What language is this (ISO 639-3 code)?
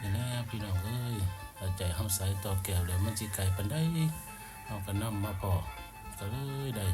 tts